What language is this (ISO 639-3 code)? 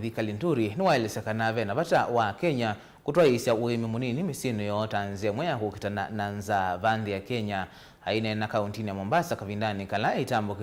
kam